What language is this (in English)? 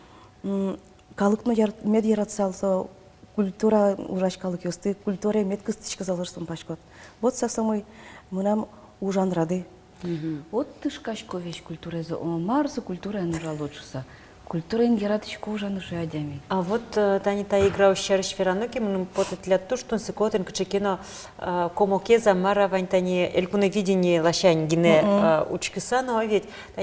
Udmurt